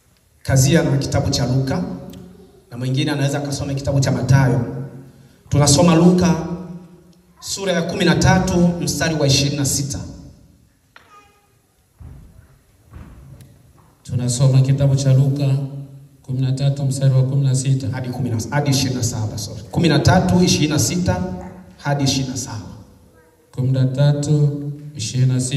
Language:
Swahili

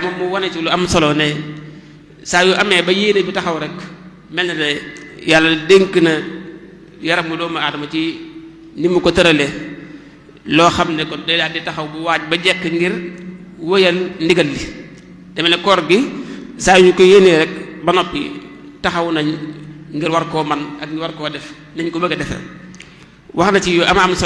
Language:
Wolof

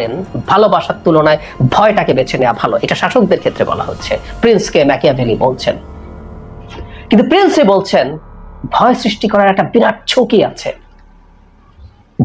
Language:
Bangla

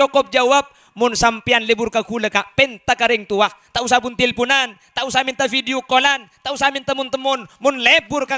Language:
Madurese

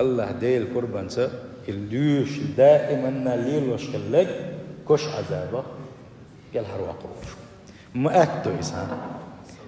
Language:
Chechen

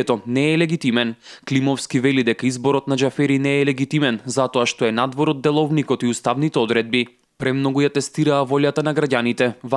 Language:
Macedonian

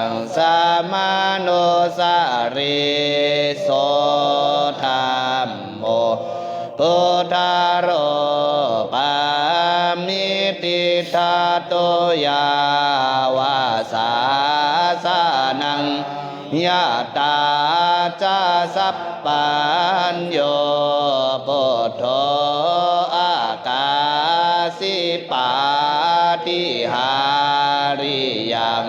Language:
Pali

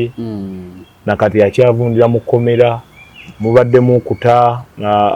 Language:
Ganda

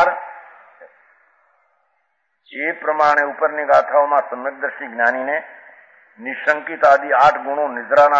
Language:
Gujarati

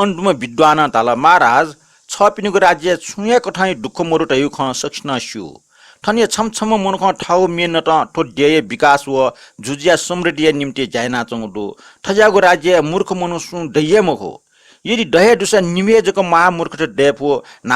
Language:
Newari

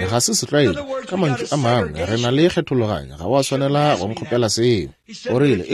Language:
Northern Sotho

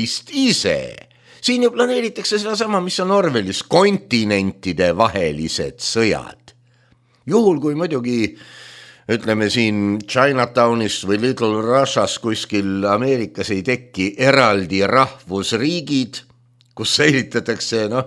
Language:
Estonian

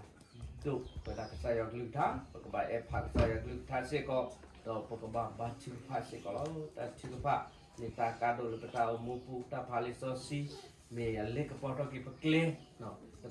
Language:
S'gaw Karen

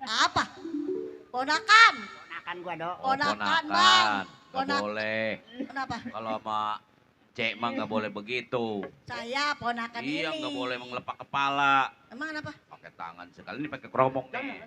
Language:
Betawi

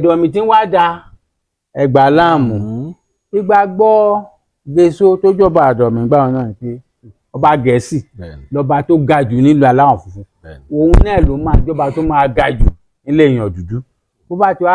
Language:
Yoruba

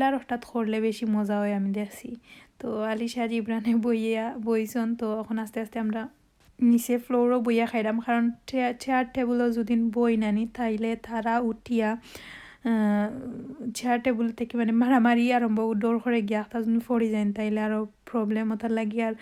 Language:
Sylheti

